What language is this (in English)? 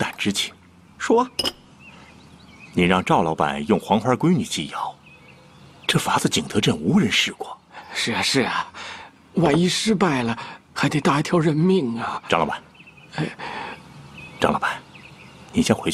Chinese